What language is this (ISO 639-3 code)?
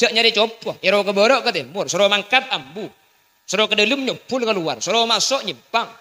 mad